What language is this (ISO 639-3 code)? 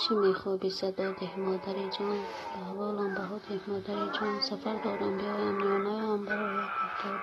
tgk